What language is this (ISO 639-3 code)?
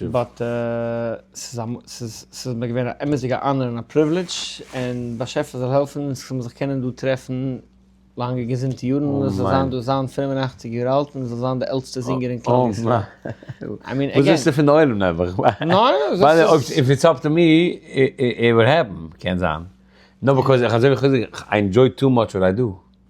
yid